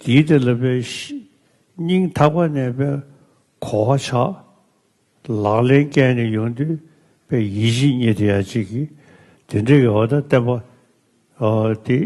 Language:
Tibetan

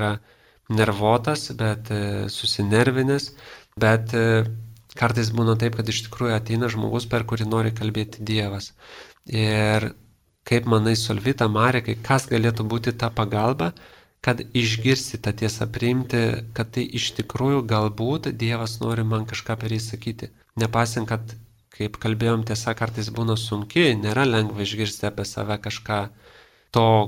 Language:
Lithuanian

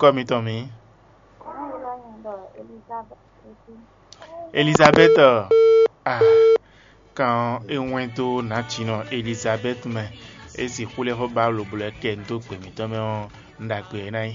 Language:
Fon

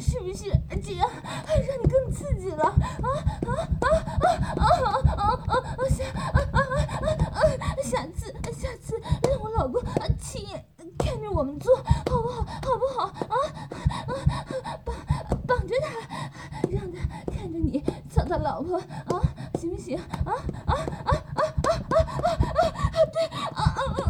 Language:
Chinese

